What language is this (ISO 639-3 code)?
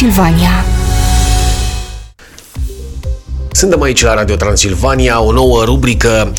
ron